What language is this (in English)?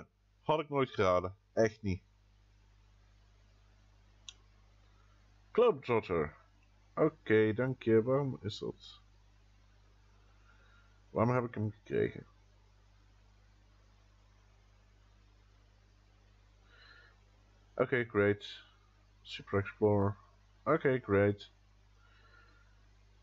Dutch